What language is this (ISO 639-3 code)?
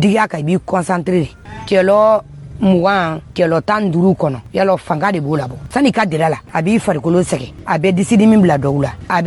dyu